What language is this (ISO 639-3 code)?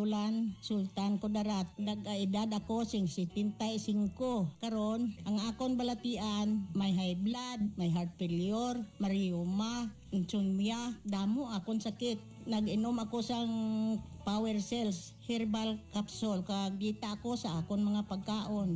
hil